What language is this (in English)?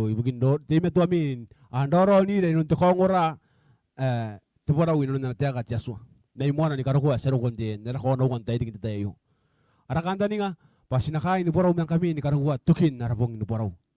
Gilbertese